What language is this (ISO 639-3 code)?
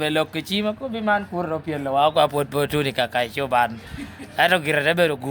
laj